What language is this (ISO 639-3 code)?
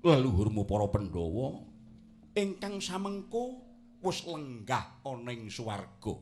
jav